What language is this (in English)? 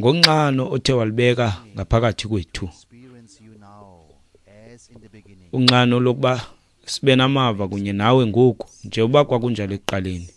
Xhosa